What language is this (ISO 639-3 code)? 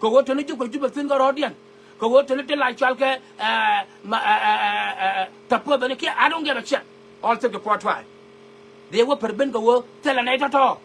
nus